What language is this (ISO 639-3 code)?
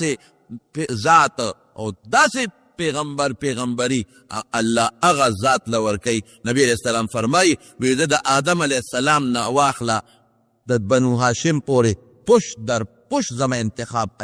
pus